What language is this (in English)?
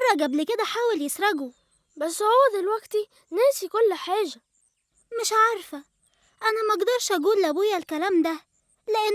Egyptian Arabic